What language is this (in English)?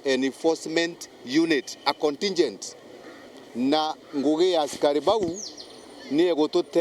Meru